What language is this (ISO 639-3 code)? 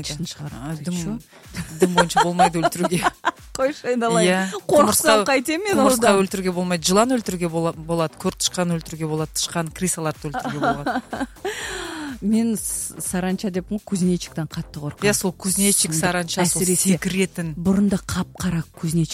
kaz